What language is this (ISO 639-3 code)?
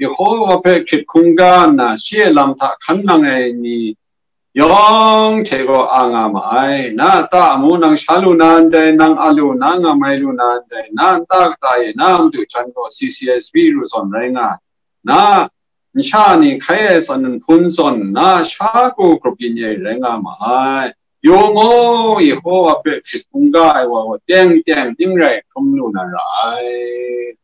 kac